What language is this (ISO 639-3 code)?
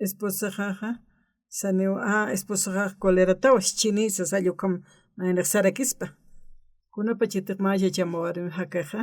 aym